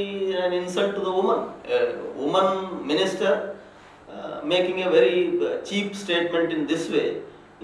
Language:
Malayalam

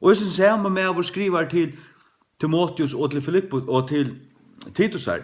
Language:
Faroese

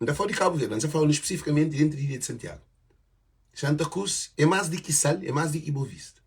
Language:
Kabuverdianu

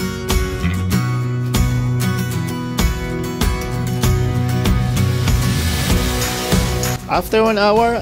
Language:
Filipino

